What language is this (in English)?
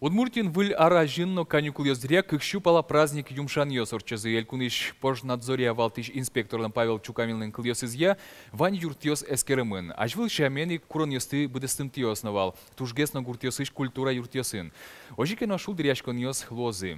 Udmurt